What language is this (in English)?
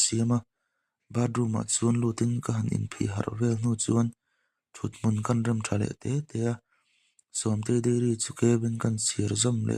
Mizo